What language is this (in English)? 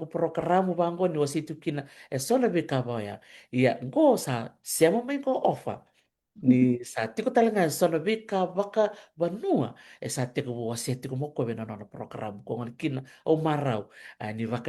Fijian